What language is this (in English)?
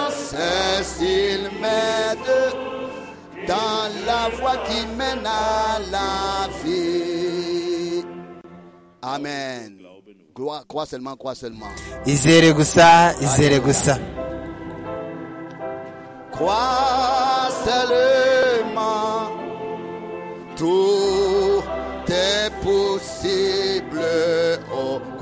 Kinyarwanda